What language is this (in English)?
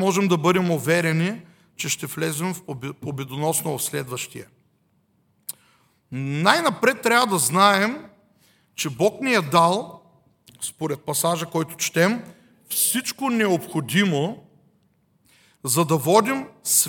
Bulgarian